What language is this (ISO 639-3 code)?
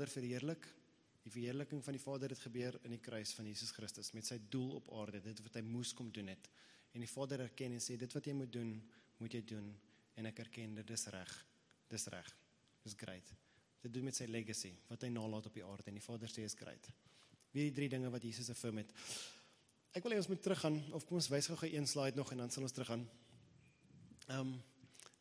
afr